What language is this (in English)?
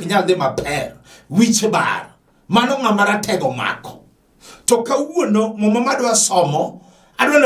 Luo (Kenya and Tanzania)